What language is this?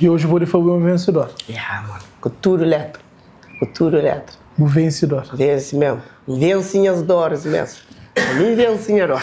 Kabuverdianu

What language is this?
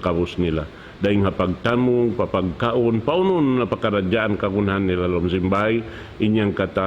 Tausug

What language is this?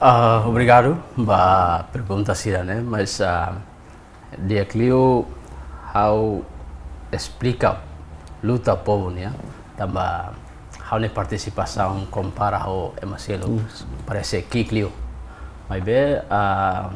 Tetum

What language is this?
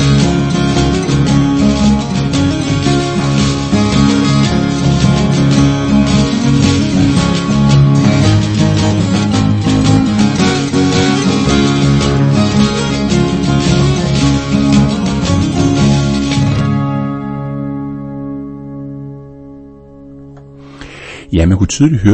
Danish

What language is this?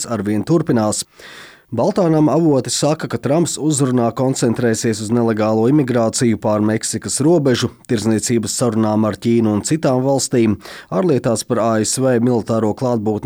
Latvian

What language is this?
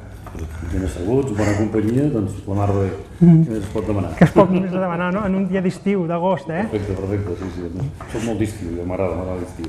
Catalan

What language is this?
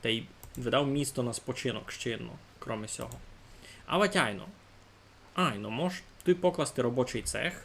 Rusyn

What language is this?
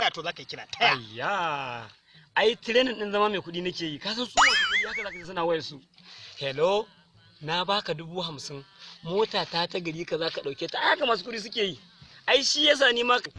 Hausa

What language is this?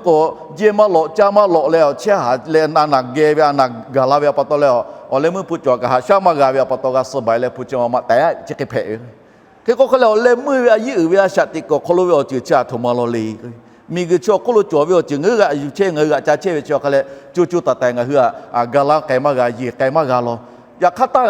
Lahu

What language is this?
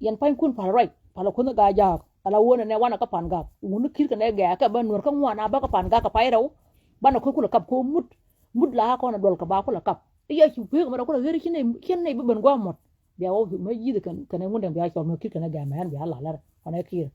Nuer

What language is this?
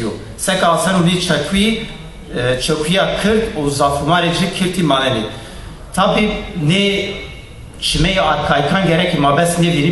Zaza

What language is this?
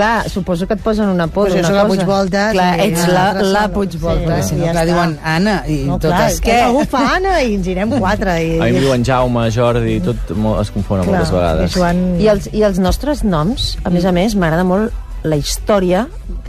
Catalan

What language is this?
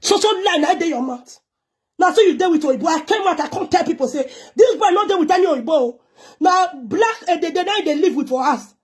Nigerian Pidgin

